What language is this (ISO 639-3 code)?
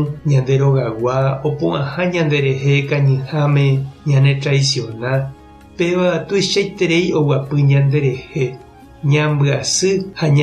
grn